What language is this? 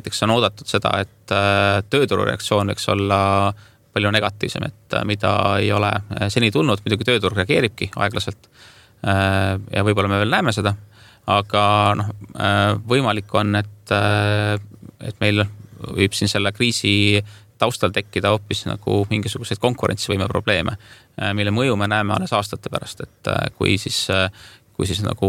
Estonian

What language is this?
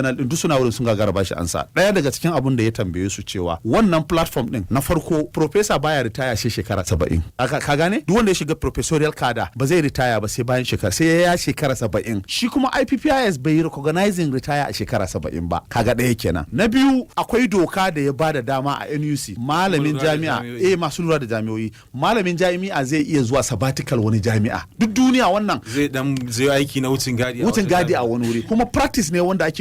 Hausa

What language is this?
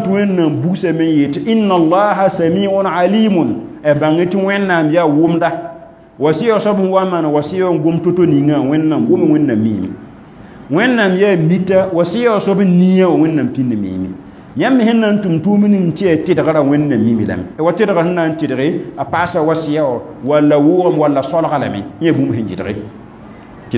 Mossi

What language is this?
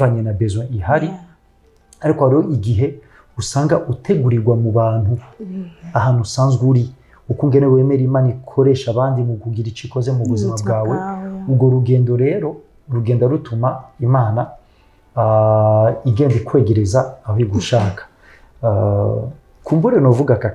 Rundi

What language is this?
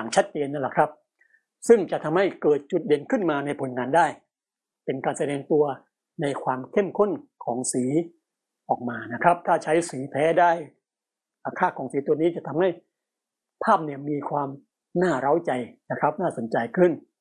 Thai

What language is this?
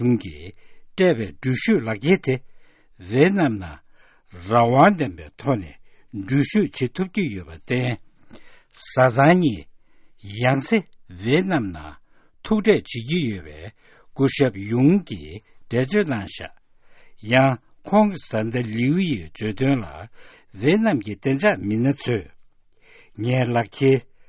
Tibetan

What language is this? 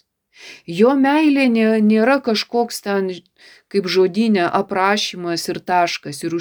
Lithuanian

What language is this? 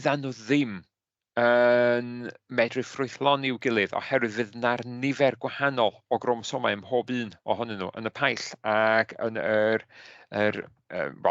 Welsh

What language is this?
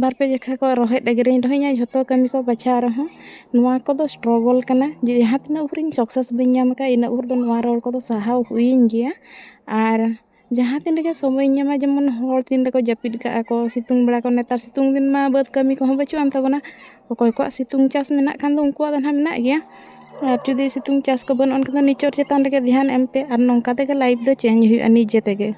Santali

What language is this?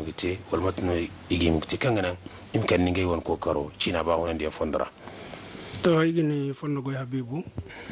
Zarma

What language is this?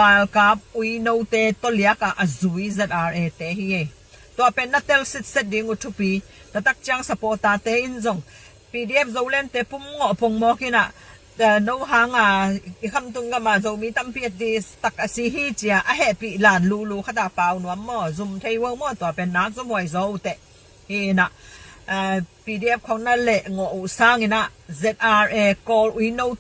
Tedim Chin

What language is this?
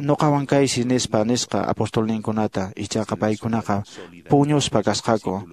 Quechua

